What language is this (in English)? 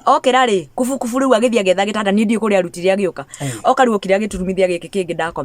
Kikuyu